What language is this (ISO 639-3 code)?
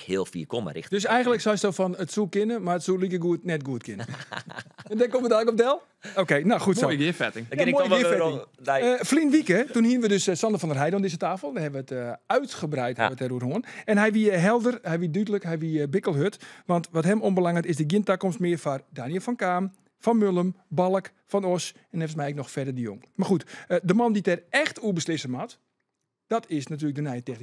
fry